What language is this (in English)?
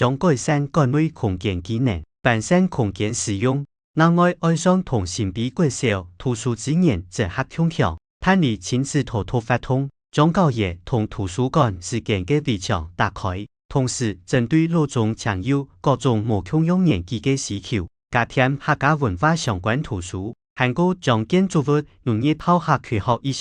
Hakka Chinese